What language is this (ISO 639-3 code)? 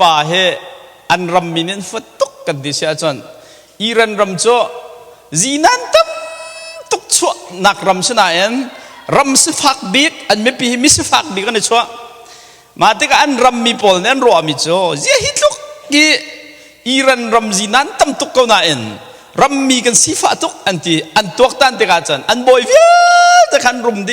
cnh